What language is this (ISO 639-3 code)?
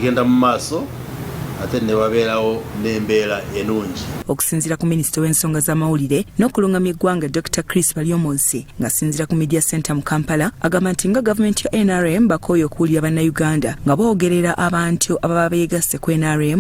lug